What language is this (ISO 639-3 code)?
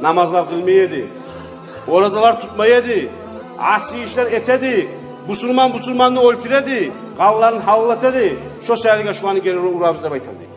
kum